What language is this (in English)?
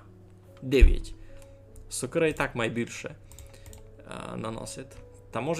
Rusyn